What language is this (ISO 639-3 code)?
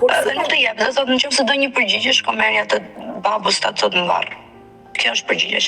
sqi